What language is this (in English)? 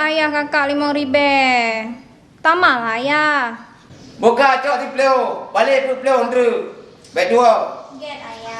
Achinese